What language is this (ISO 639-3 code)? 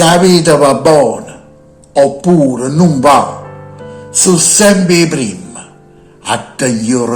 nap